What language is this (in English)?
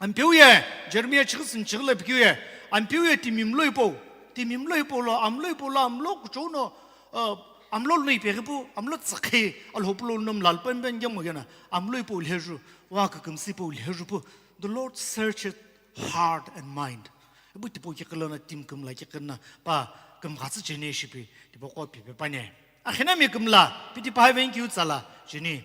Sumi Naga